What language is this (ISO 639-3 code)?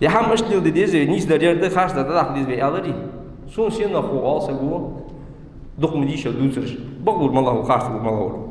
inh